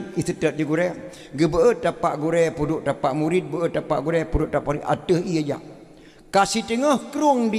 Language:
Achinese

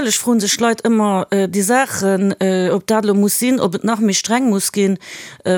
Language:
Luxembourgish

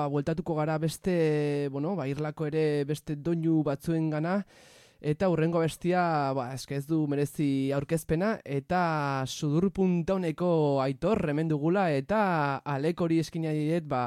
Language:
Basque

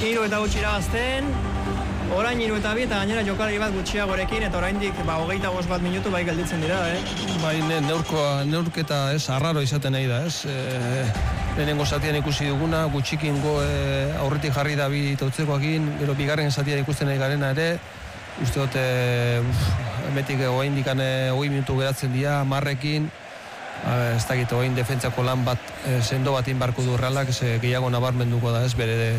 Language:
Basque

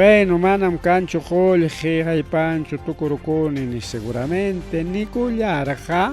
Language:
Ayacucho Quechua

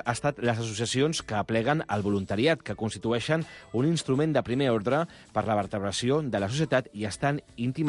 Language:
Catalan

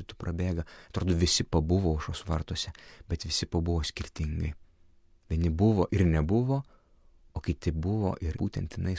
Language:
Lithuanian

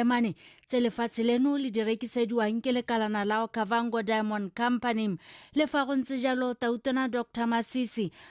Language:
Tswana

